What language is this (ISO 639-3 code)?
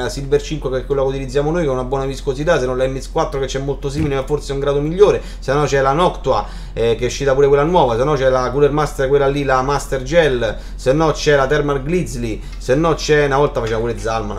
ita